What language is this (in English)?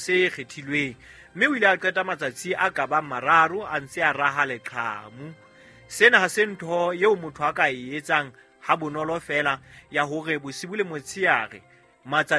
Southern Sotho